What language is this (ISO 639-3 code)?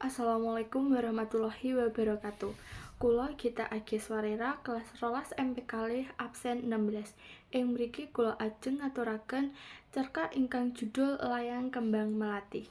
jav